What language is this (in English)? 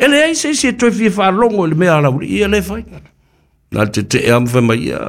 Samoan